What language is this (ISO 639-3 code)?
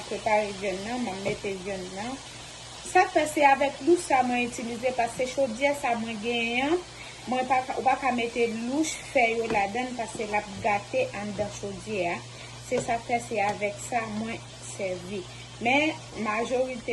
hat